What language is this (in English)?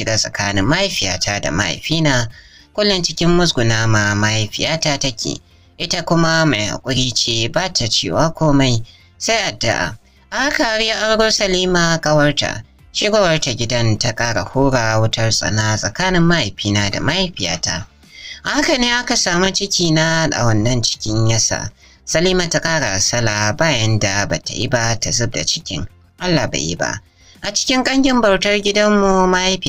Hausa